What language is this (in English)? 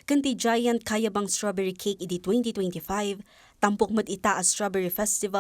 Iloko